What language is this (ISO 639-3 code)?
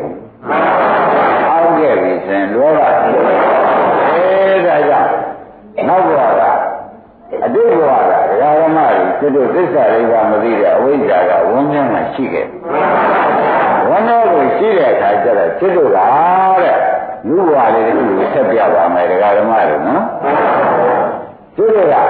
mya